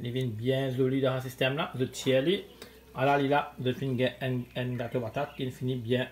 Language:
Morisyen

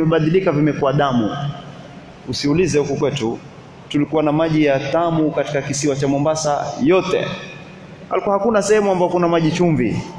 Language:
Swahili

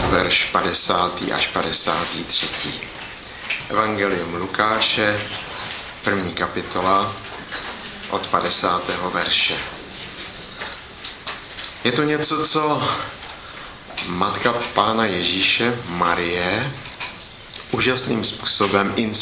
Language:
Czech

